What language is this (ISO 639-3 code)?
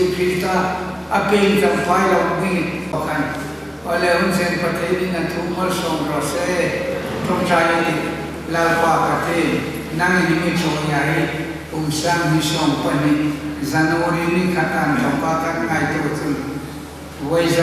hmr